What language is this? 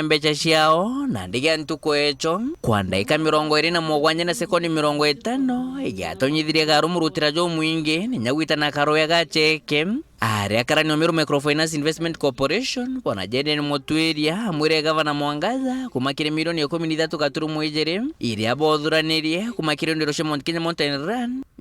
Meru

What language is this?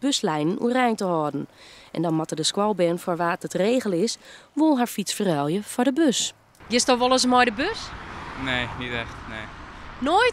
Western Frisian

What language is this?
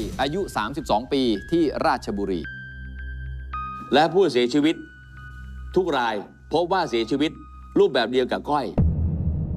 Thai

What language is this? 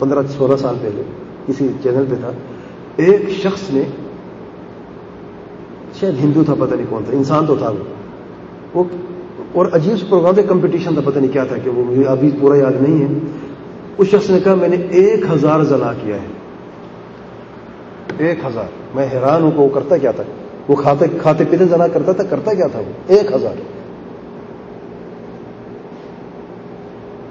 Urdu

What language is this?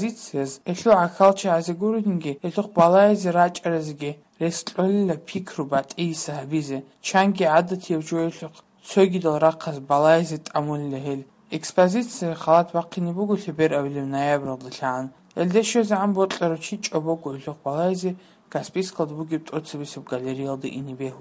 Avaric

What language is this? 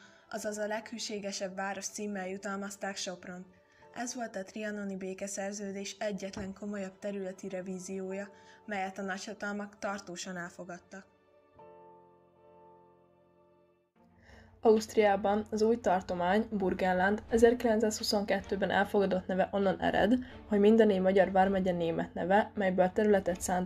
Hungarian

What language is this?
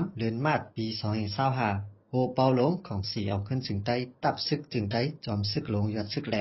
Shan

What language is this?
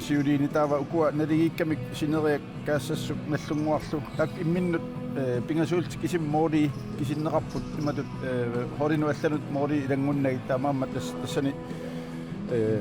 Kalaallisut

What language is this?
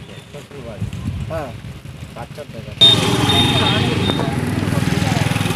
Bangla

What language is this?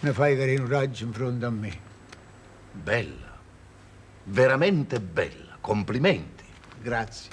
Neapolitan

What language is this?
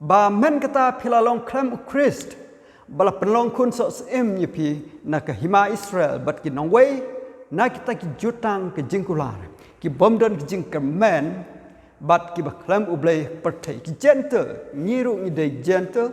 Khasi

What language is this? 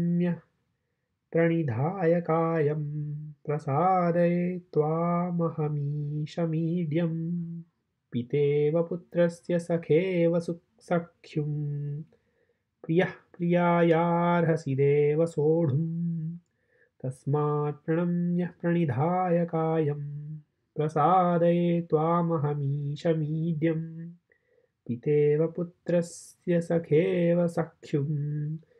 Sanskrit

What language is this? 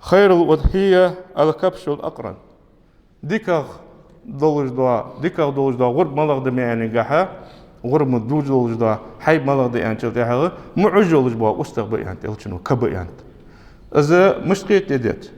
Ingush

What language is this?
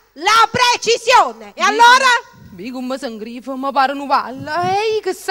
Neapolitan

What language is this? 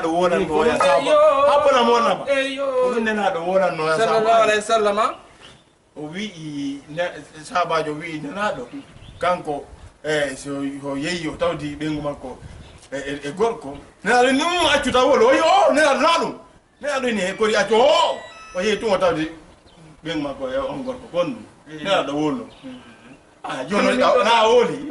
Fula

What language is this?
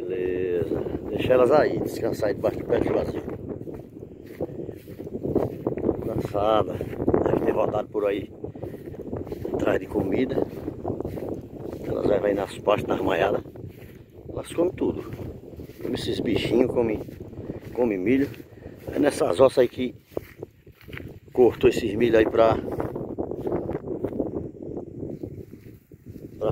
Portuguese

